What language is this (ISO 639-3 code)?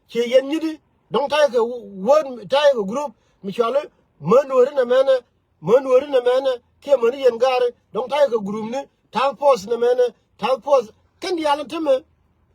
nus